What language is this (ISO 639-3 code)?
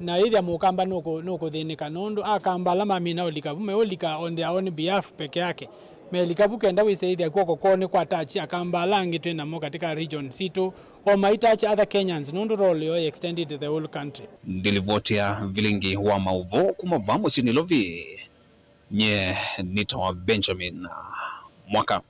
kam